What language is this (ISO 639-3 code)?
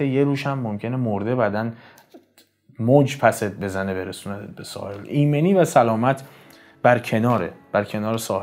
fas